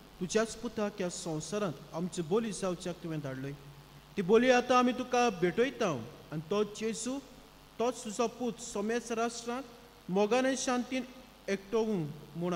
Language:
Konkani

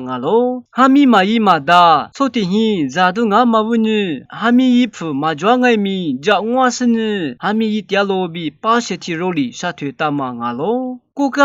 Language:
Lisu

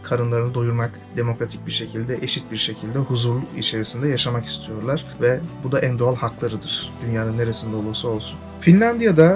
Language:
Turkish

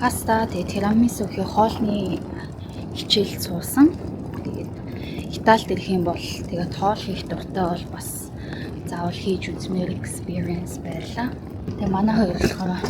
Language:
Mongolian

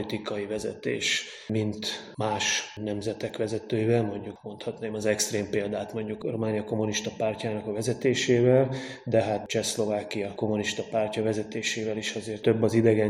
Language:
Hungarian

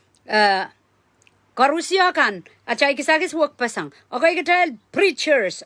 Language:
Pohnpeian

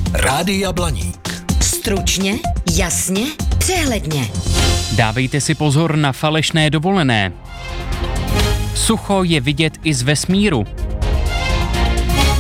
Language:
Czech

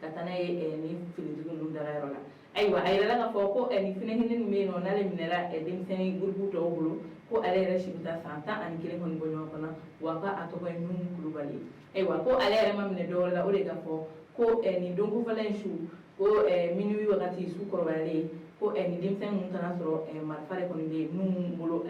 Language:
Bambara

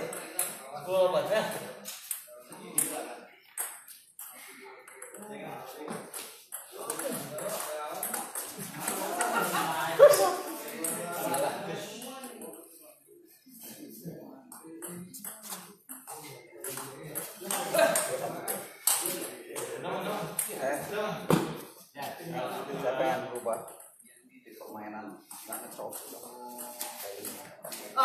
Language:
Indonesian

